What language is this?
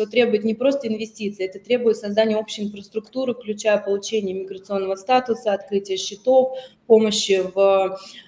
Russian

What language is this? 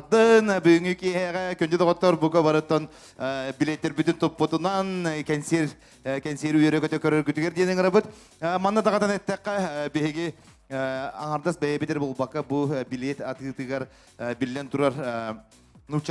Yakut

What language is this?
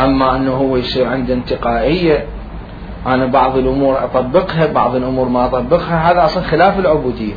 Mesopotamian Arabic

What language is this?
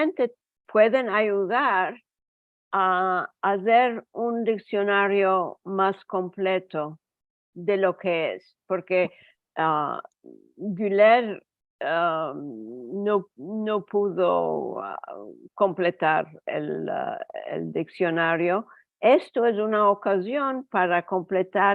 Ladino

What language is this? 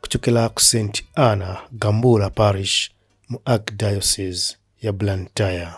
Nyanja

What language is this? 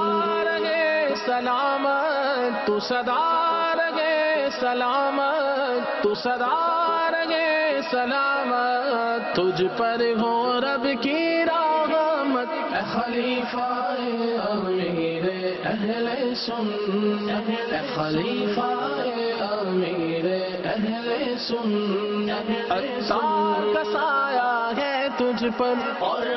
Urdu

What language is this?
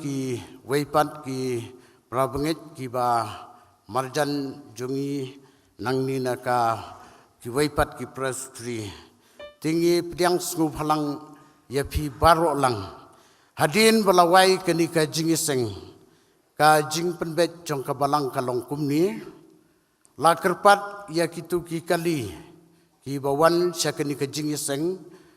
Khasi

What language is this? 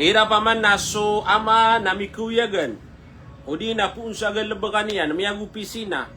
Maranao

